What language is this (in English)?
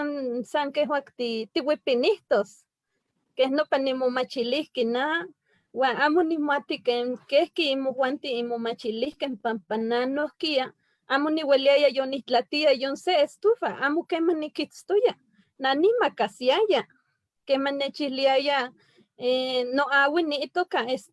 Eastern Huasteca Nahuatl